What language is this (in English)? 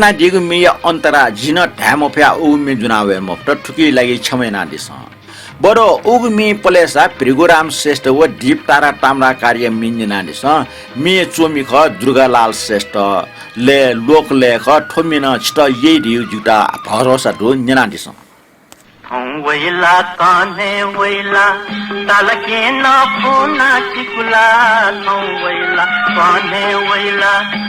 Newari